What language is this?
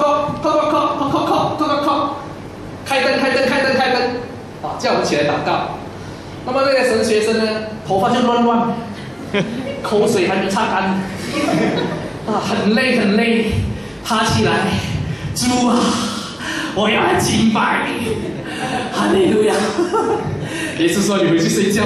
Chinese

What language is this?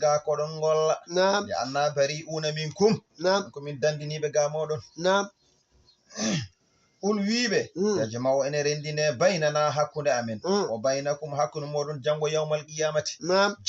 Fula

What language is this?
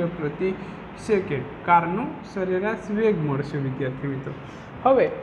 Gujarati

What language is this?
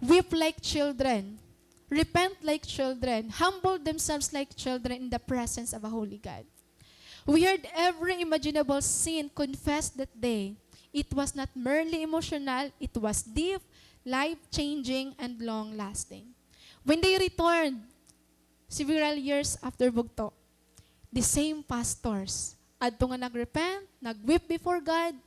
Waray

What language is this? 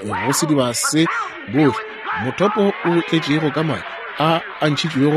Northern Sotho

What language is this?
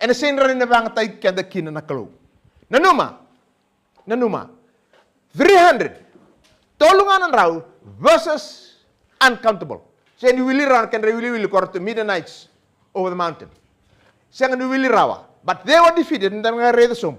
Fijian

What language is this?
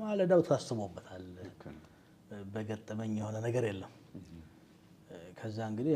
Amharic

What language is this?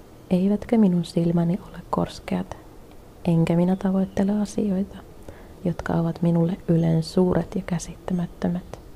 Finnish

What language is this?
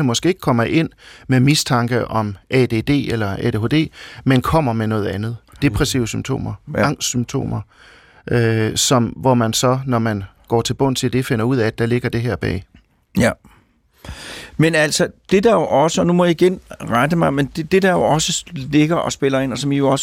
Danish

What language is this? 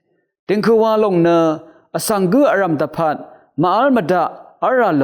Rawang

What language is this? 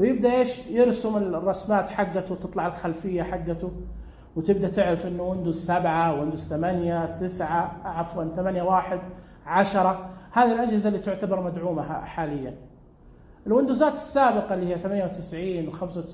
Najdi Arabic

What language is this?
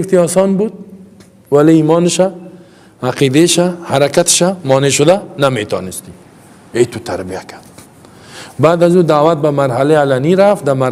Persian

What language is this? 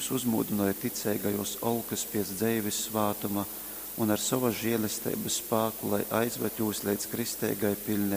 Latgalian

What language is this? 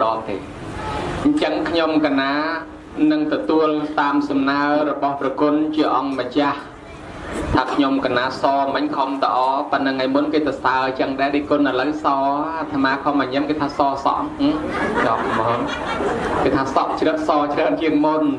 Khmer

